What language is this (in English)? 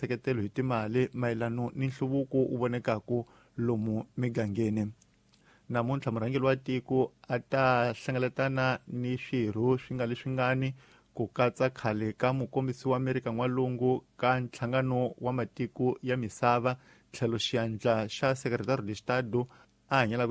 Tsonga